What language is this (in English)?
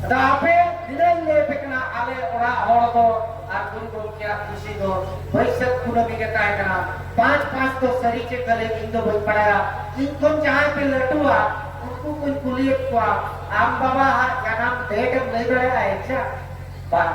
Santali